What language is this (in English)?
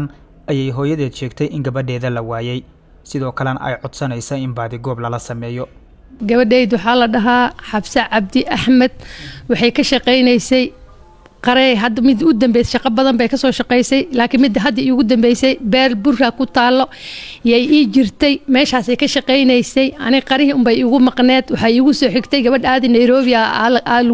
Somali